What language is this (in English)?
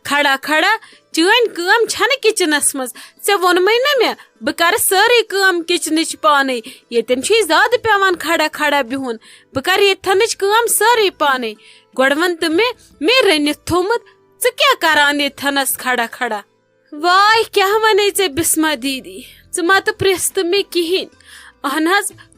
Kashmiri